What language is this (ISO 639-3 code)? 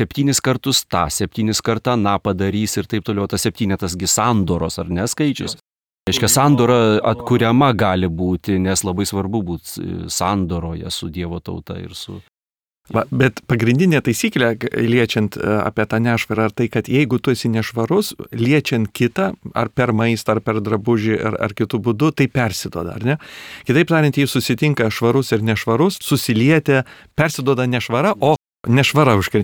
lit